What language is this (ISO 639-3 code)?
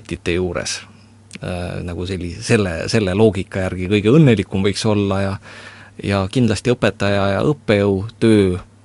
est